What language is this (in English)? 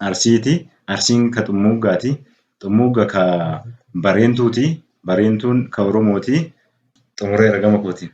Oromo